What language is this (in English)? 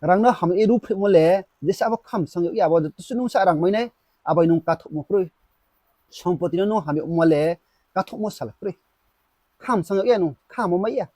Riang (India)